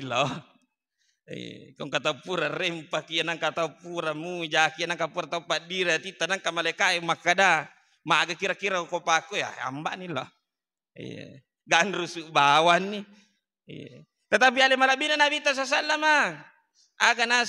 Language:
Buginese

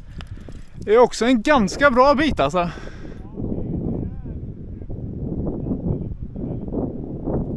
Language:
Swedish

